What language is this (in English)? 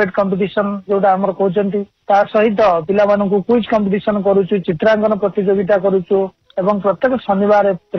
Odia